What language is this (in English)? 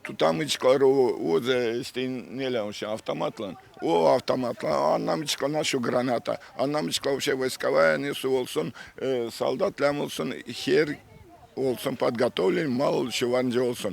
Gagauz